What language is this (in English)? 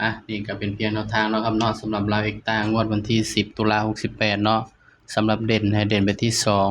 Northeastern Thai